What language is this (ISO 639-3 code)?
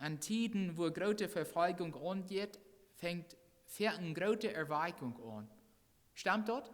pdt